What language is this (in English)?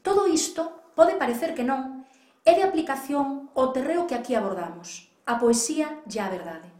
Galician